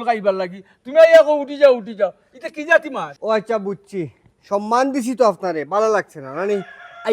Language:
Sylheti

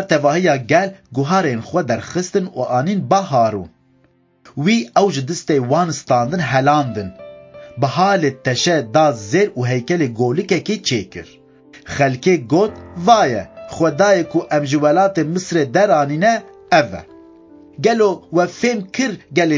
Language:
Kurdish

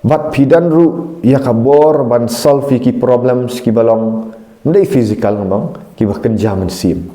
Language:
Khasi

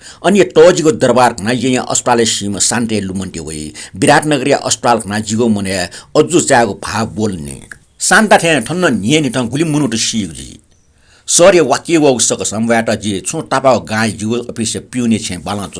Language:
Newari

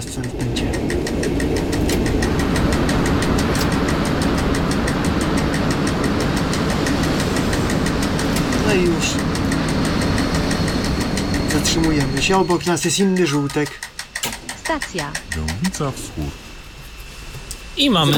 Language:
Polish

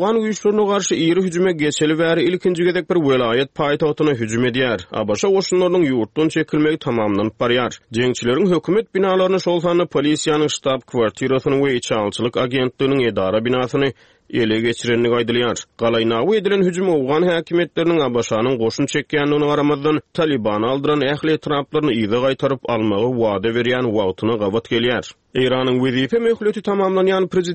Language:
Turkmen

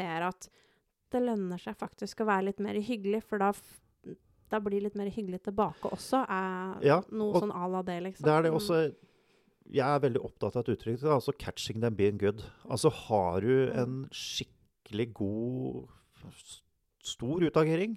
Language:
Norwegian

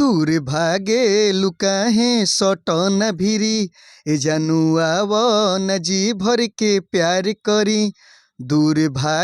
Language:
Bhojpuri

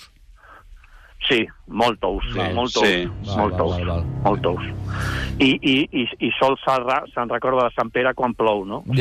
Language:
Catalan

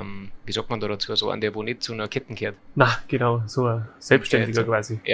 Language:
Bavarian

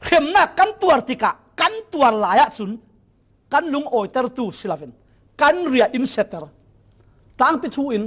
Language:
Falam Chin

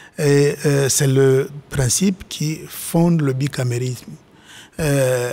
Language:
French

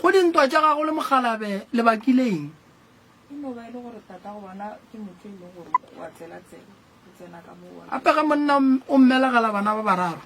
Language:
Northern Sotho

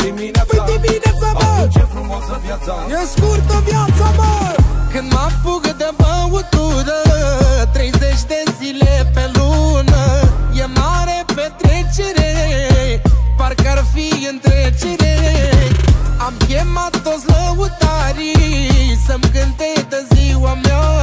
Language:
Romanian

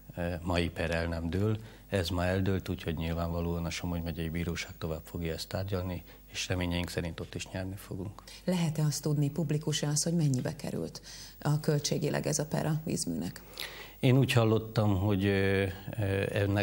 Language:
Hungarian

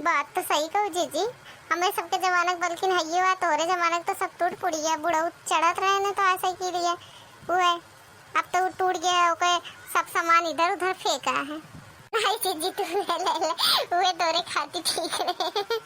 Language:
Awadhi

